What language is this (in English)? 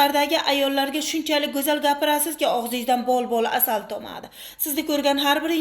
Uzbek